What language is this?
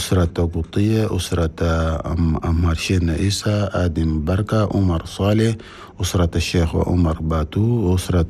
Chadian Arabic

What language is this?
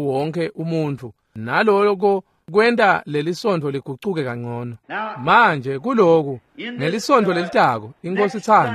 Swati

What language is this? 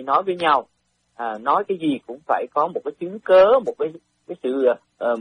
Vietnamese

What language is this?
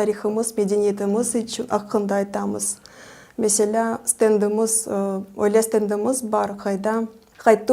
Crimean Tatar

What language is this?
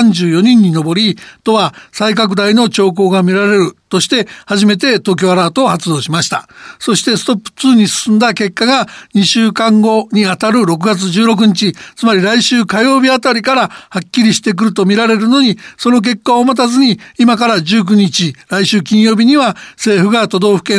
Japanese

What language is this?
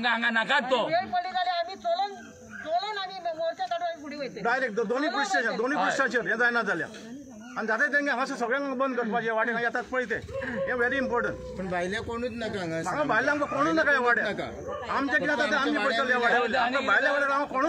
Konkani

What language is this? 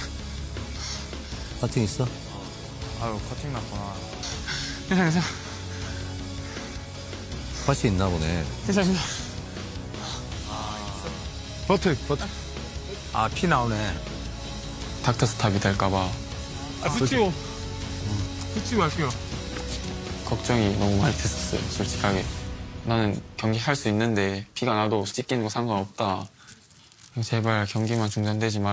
Korean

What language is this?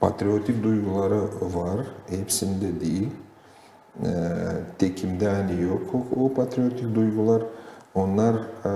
Gagauz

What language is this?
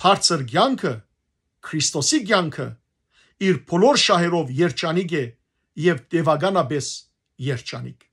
Western Armenian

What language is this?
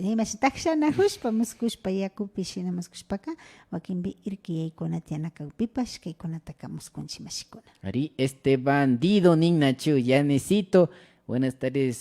Imbabura Highland Quichua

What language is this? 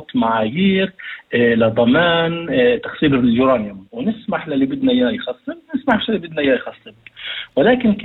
North Levantine Arabic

